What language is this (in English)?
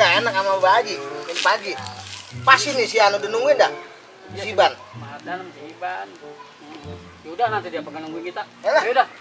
Betawi